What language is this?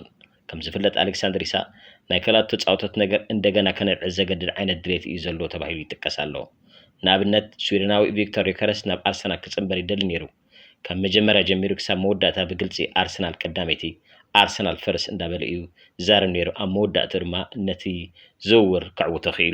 Tigrinya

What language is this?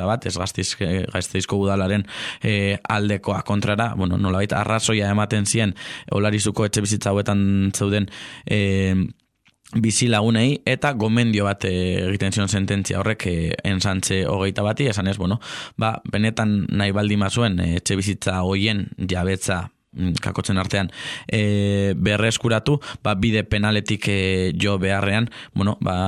Basque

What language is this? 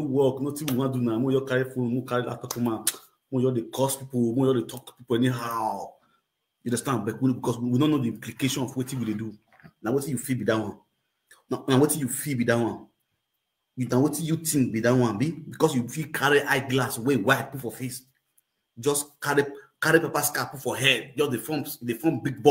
Nigerian Pidgin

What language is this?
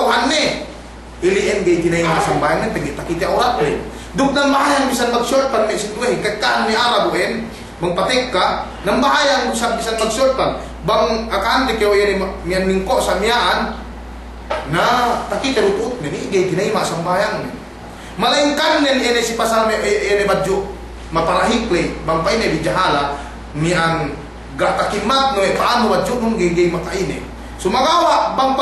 Yakan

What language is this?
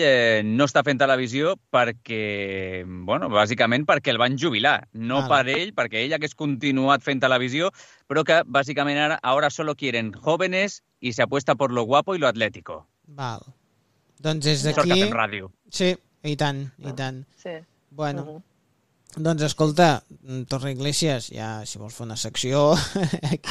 Catalan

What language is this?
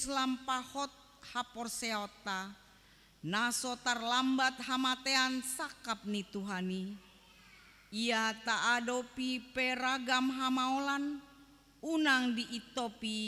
Batak Toba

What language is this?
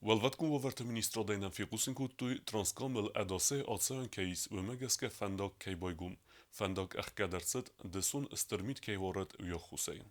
Ossetic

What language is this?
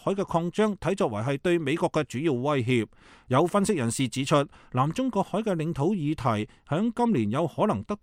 Cantonese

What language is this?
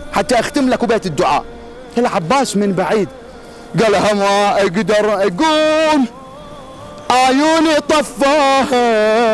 Mesopotamian Arabic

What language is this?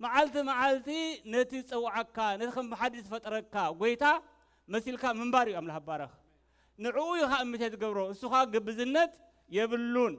Tigrinya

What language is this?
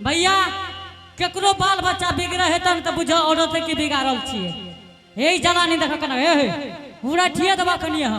Angika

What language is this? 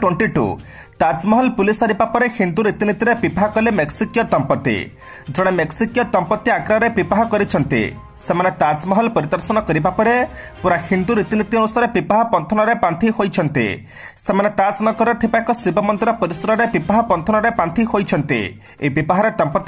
Odia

